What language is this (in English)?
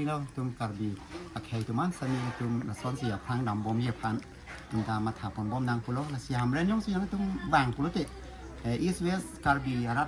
Karbi